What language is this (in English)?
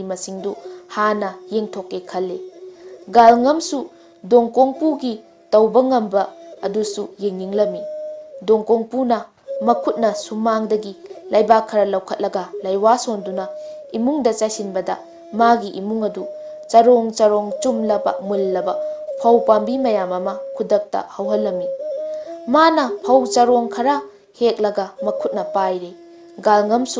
Manipuri